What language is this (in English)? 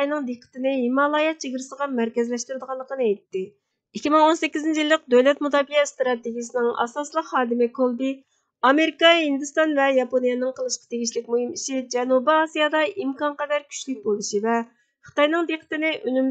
Uyghur